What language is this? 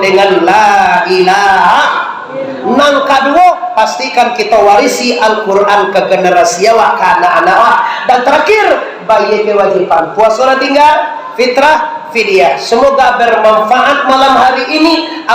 Minangkabau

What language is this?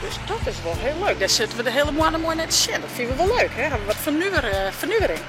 Western Frisian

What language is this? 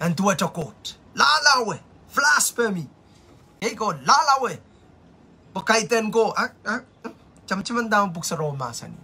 Pohnpeian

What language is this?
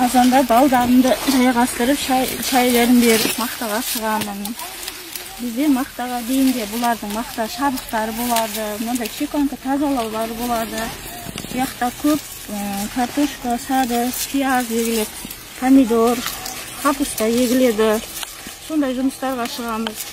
Kazakh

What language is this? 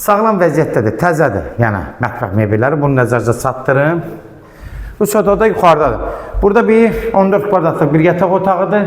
Azerbaijani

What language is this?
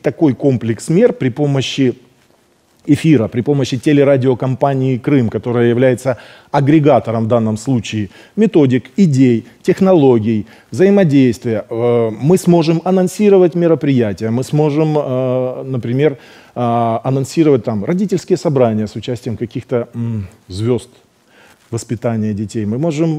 Russian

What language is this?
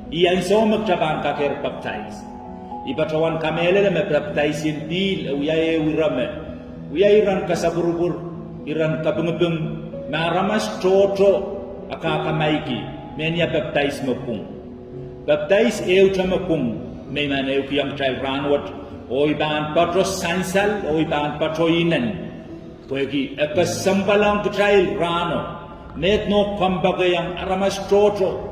Pohnpeian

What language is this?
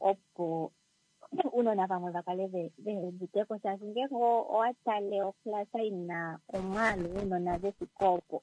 Kuanyama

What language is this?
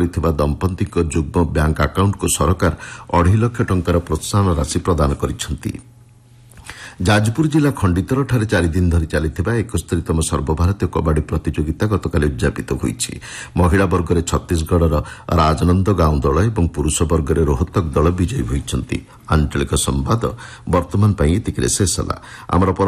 Odia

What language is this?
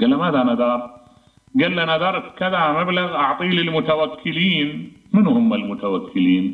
Mesopotamian Arabic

